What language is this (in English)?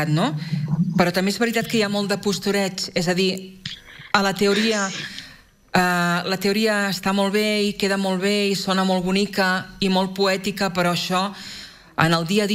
Catalan